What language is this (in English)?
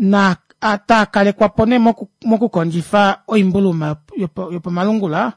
Kuanyama